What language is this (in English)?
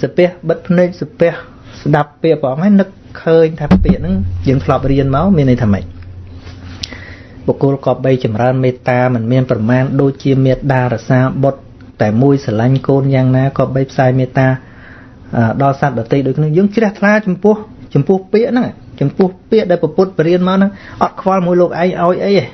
Khmer